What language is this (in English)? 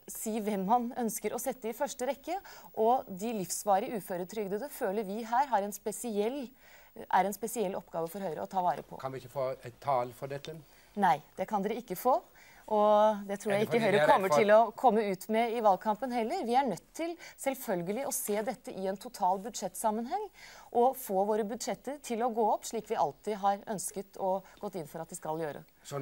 Norwegian